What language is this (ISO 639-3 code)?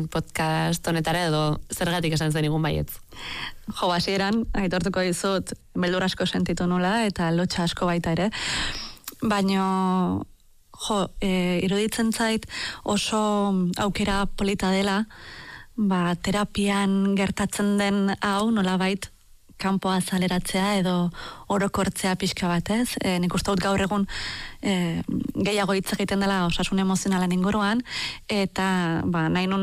eus